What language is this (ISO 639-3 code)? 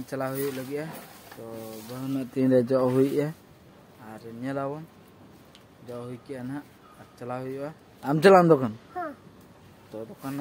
sat